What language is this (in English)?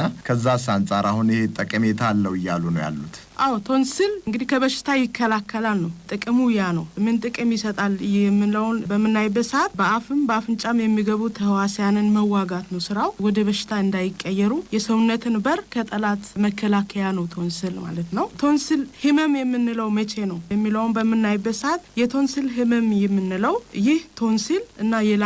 Amharic